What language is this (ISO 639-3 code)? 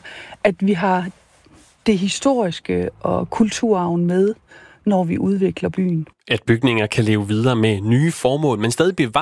dan